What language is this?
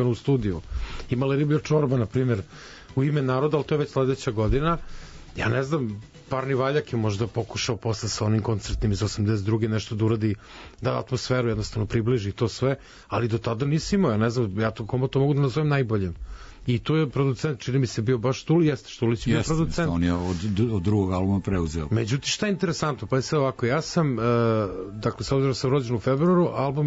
Serbian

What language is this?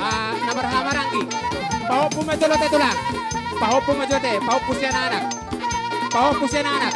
Batak Toba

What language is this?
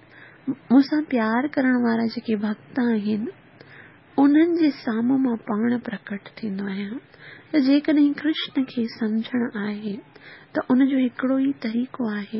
Sindhi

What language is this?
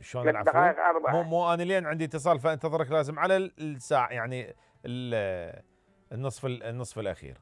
Mesopotamian Arabic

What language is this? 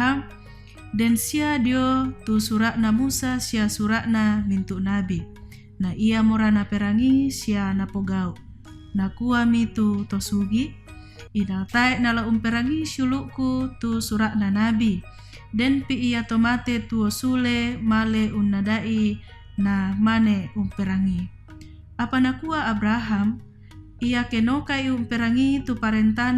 Toraja-Sa'dan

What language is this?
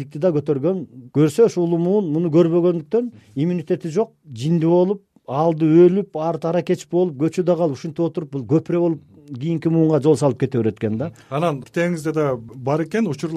Kyrgyz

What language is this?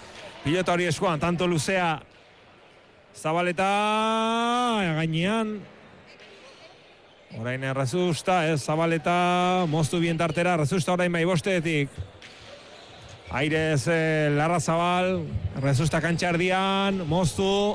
Basque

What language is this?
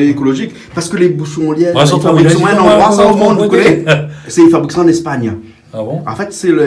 Réunion Creole French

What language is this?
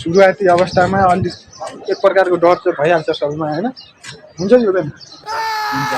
Nepali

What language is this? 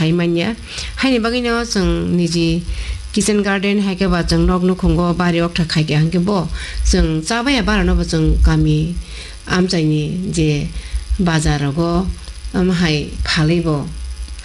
Kok Borok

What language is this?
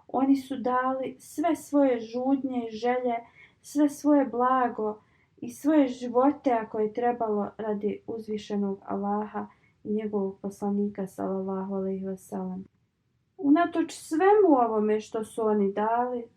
Bosnian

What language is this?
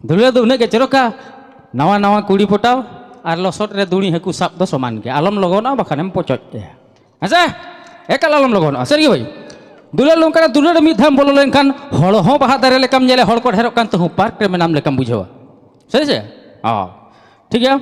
Santali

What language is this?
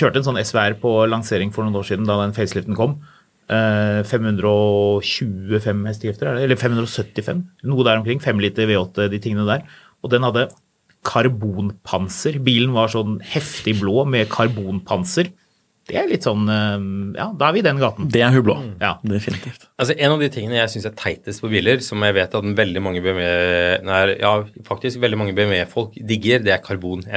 Norwegian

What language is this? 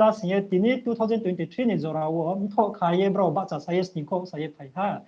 Riang (India)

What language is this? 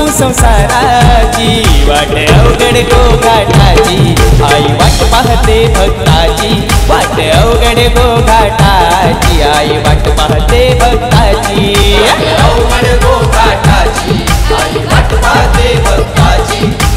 Marathi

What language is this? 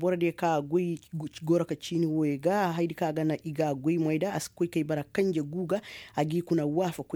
Koyraboro Senni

